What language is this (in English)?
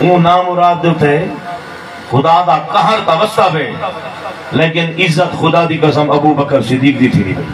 Saraiki